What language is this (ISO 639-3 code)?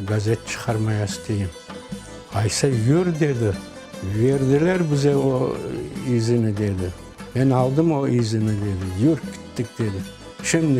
crh